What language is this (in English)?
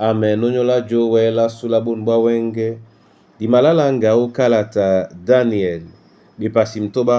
Duala